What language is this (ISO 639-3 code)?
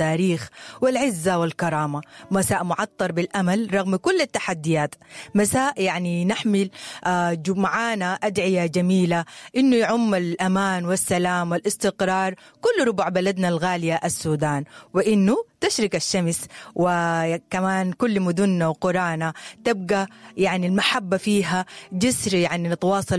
apd